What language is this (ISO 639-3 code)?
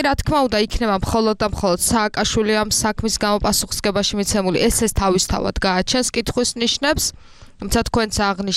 kat